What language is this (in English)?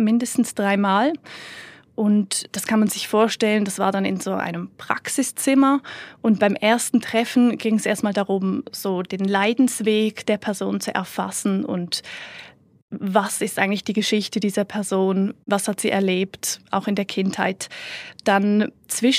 German